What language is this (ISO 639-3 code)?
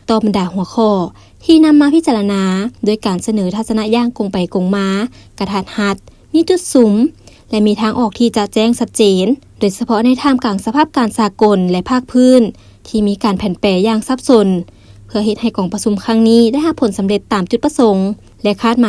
lao